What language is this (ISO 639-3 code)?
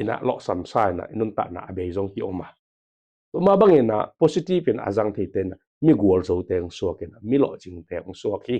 ctd